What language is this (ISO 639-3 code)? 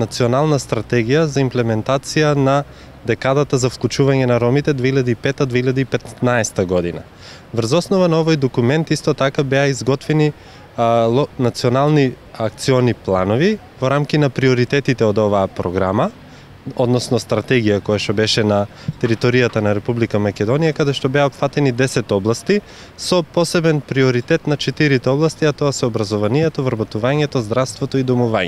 mkd